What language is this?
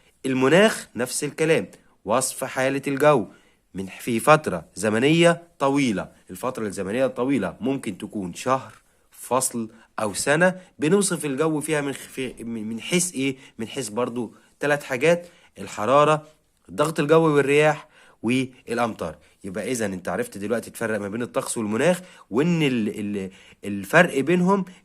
Egyptian Arabic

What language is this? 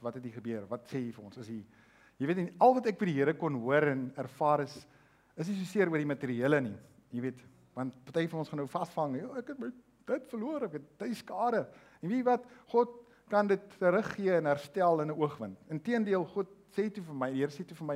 Afrikaans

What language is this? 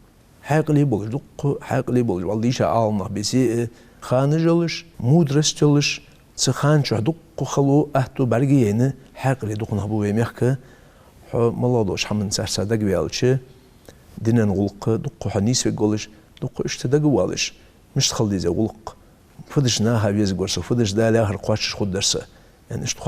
Ingush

